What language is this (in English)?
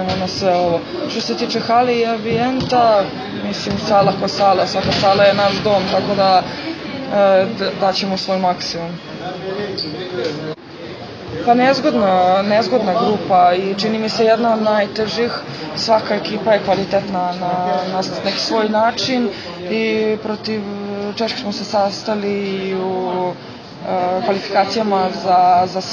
Serbian